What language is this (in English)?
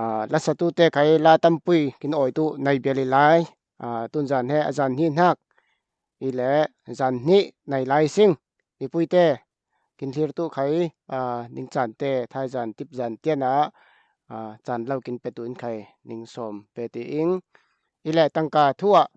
Falam Chin